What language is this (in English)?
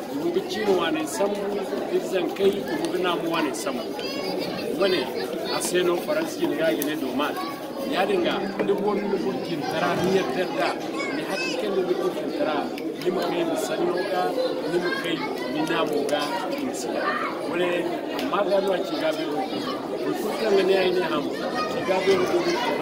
Zarma